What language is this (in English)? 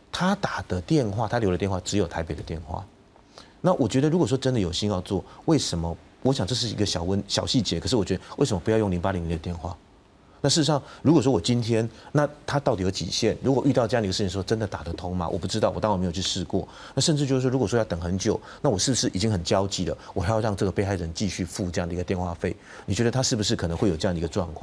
Chinese